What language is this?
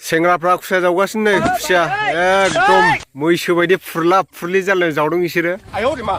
Bodo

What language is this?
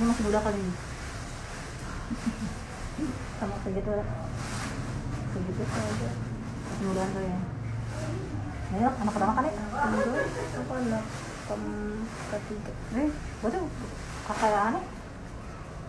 Indonesian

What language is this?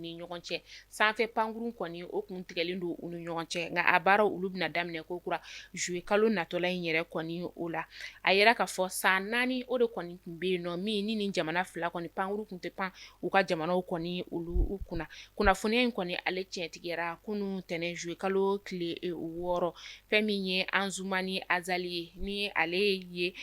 Bambara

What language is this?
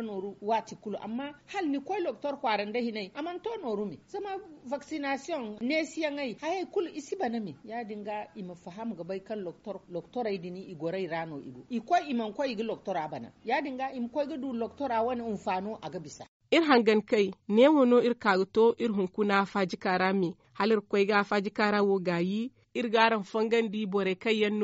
Zarma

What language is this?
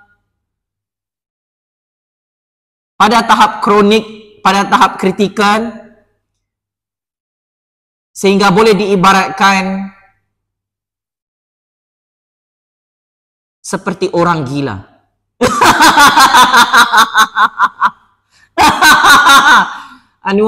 Malay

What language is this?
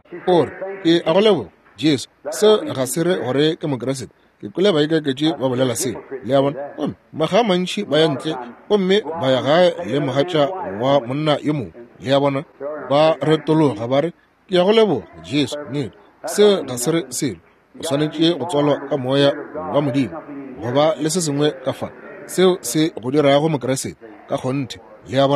Northern Sotho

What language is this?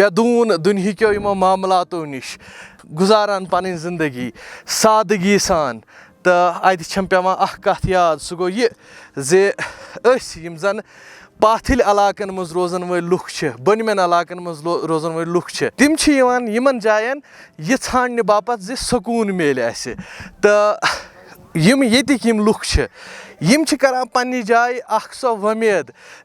Kashmiri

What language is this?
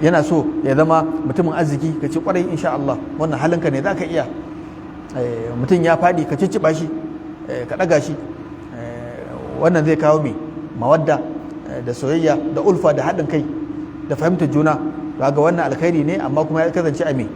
Hausa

